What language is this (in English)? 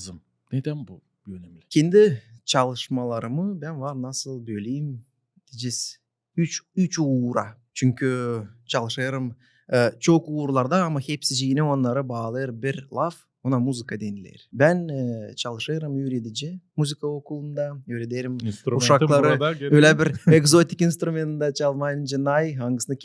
Gagauz